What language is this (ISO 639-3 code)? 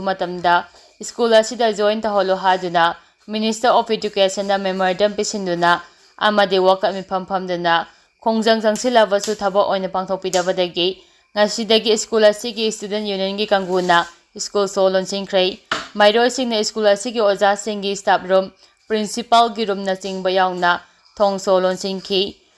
mni